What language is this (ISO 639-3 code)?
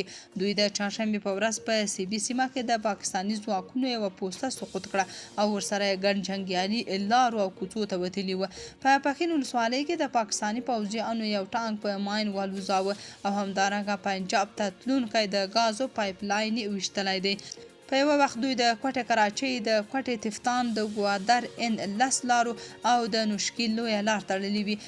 pus